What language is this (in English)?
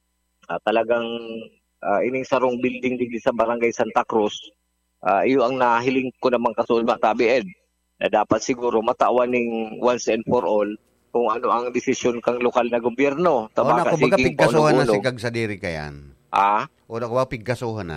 Bikol